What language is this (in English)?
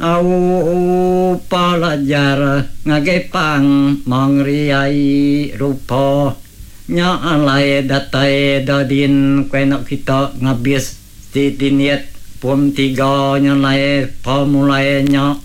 Iban